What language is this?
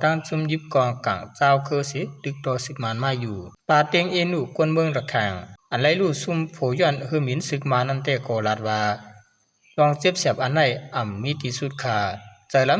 Shan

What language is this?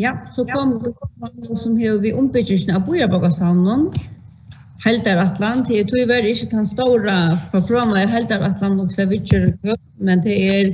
Faroese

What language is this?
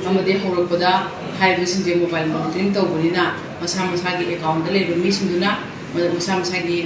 Manipuri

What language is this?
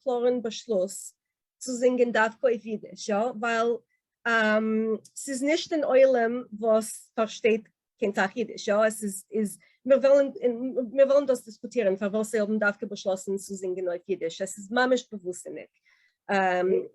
Yiddish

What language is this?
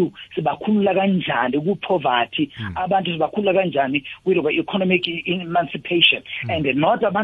South Ndebele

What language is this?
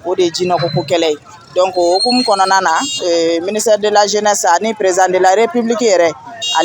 Bambara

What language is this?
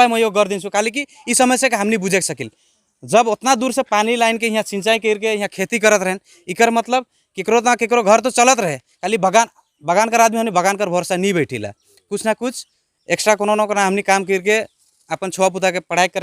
Sadri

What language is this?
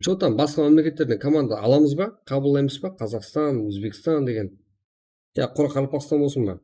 Kara-Kalpak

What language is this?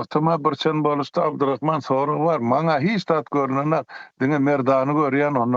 Turkmen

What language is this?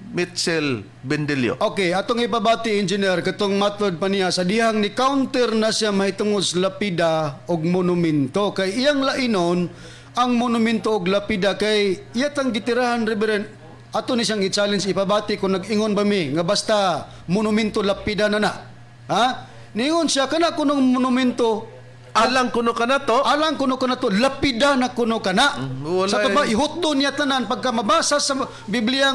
Cebuano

